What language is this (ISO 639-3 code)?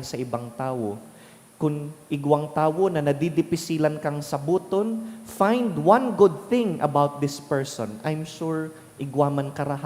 bik